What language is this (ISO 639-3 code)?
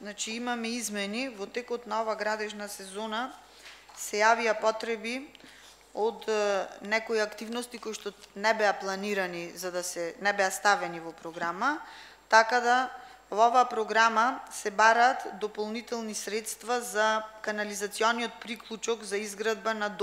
mkd